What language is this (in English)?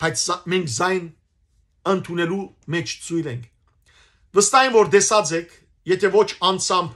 Western Armenian